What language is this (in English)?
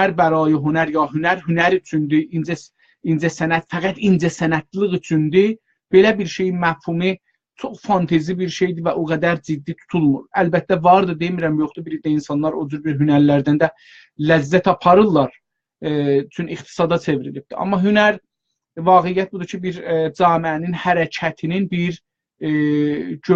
South Azerbaijani